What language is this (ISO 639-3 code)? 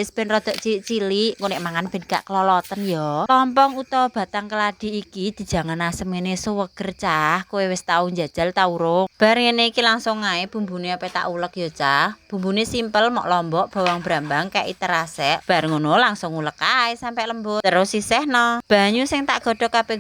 jav